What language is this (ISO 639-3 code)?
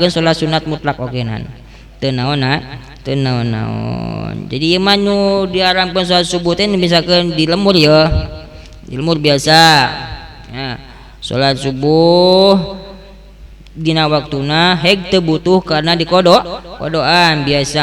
sun